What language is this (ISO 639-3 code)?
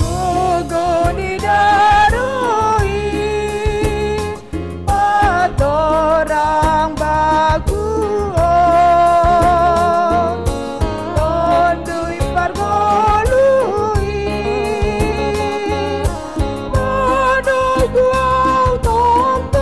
bts